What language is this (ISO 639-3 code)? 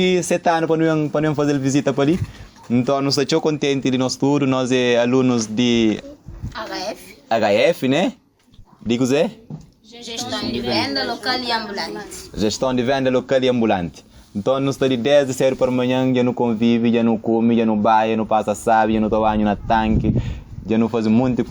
kea